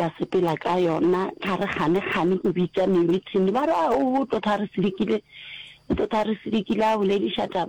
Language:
Northern Sotho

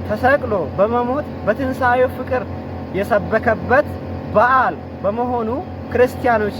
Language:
Amharic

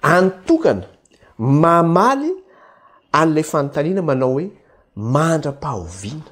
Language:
Malagasy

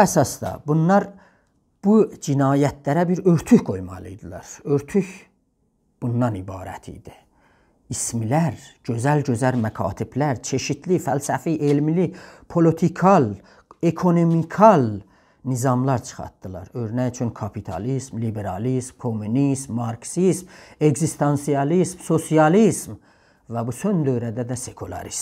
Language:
South Azerbaijani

